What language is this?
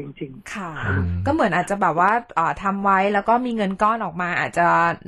Thai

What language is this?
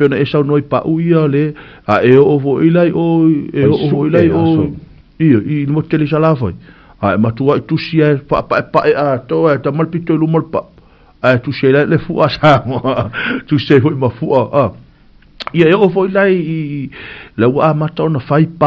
Samoan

